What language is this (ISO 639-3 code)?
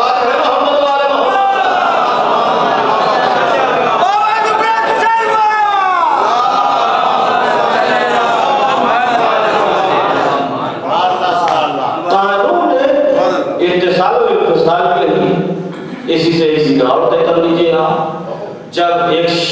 urd